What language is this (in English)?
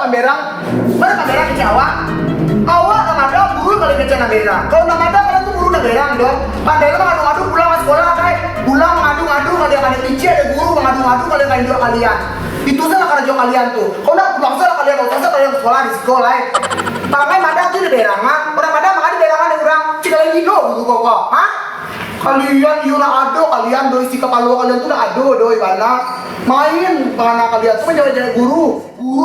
Minangkabau